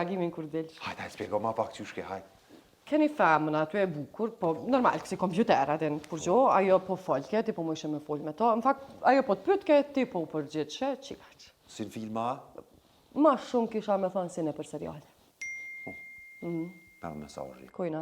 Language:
Albanian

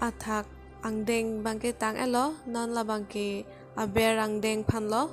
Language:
Karbi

